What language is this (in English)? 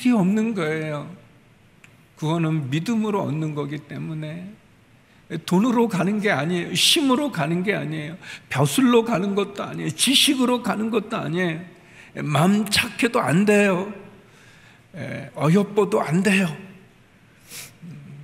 Korean